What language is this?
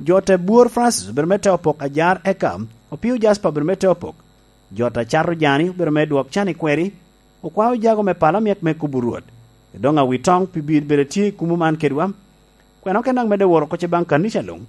Lango (Uganda)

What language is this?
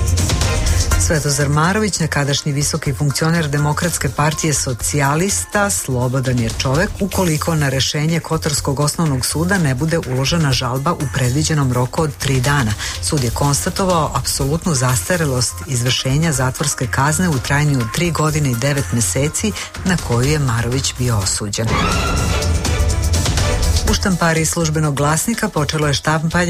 Serbian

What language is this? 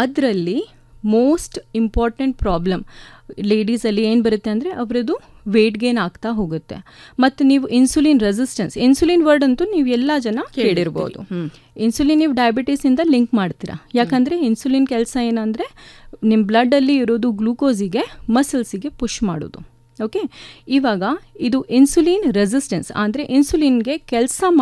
Kannada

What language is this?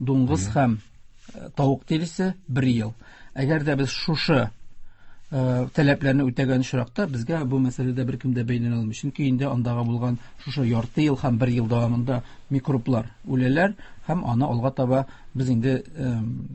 Tatar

